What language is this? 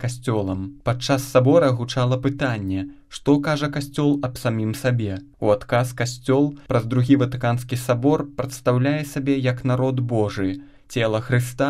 Belarusian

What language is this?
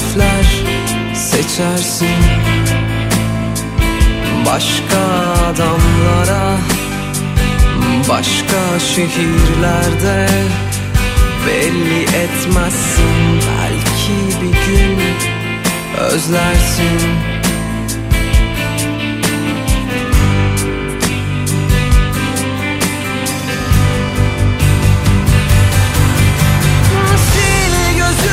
Turkish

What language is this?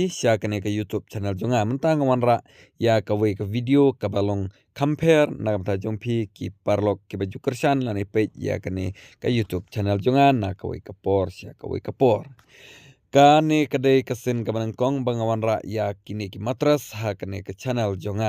Khasi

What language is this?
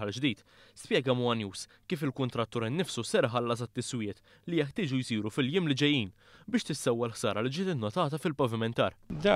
Maltese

